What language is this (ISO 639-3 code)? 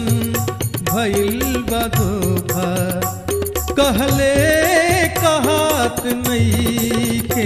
bho